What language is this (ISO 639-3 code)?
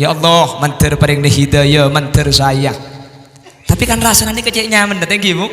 mad